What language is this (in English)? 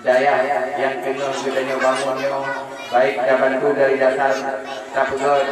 Achinese